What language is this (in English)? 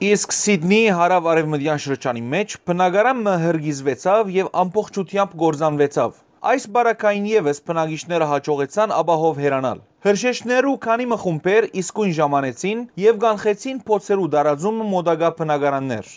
Western Armenian